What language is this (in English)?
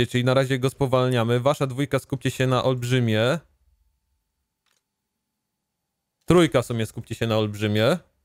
Polish